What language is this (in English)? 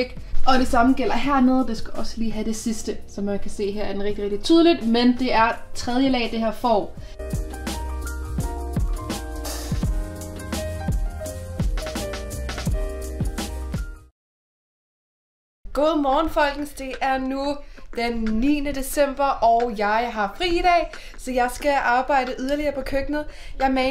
Danish